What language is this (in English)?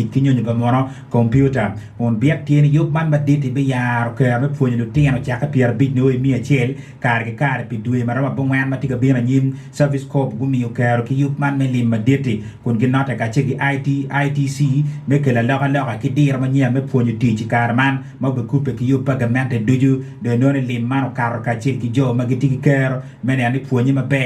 Acoli